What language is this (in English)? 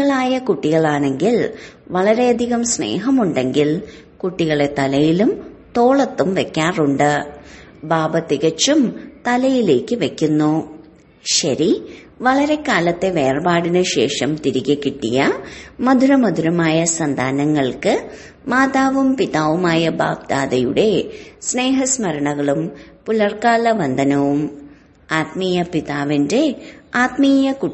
Malayalam